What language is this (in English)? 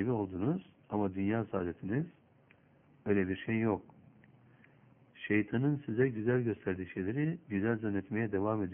Turkish